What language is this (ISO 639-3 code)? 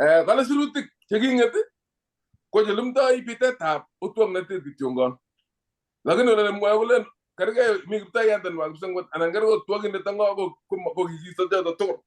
kln